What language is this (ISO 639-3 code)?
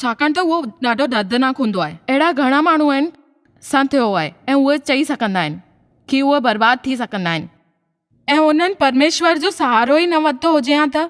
snd